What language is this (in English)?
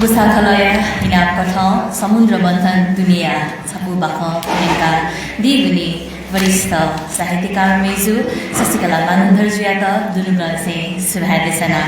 Newari